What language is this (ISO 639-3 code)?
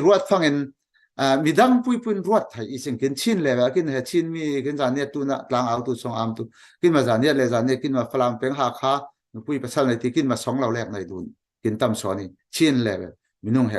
cfm